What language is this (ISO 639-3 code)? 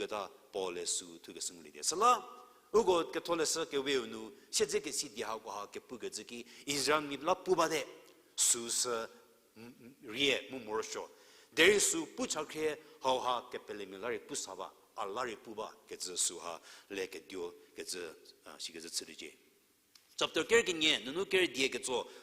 njm